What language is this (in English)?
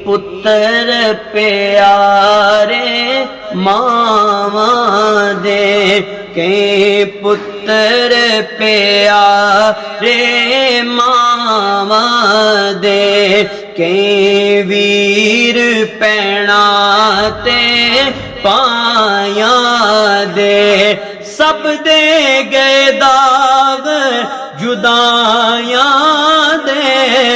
Pahari-Potwari